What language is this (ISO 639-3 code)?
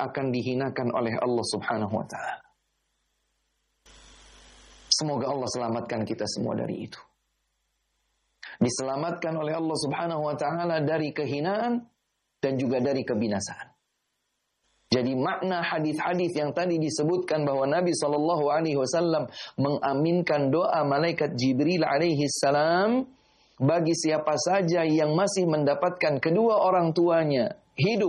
ind